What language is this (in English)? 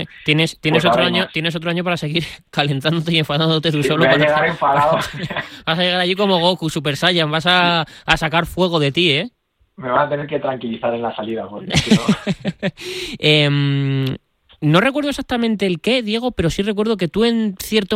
Spanish